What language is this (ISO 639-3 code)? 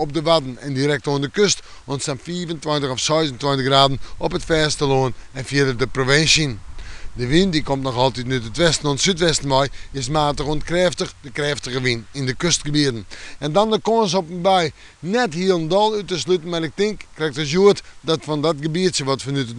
fry